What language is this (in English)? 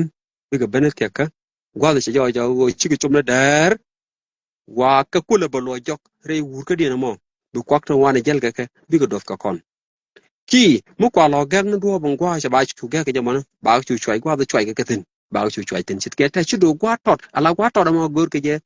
Nuer